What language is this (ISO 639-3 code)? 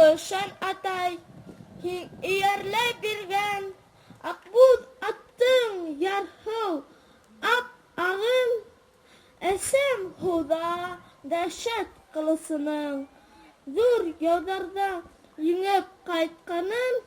bak